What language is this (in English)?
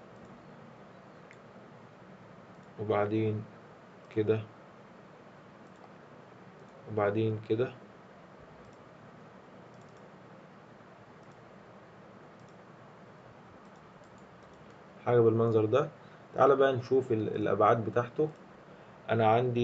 Egyptian Arabic